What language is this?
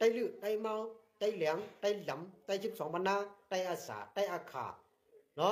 Shan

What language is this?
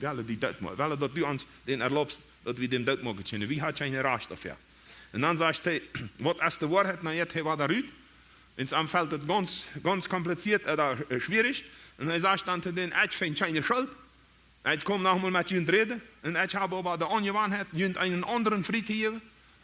Plautdietsch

